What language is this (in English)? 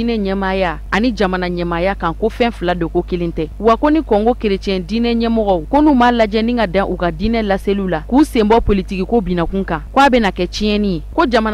Bambara